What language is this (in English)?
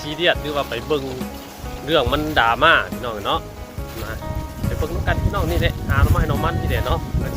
Northeastern Thai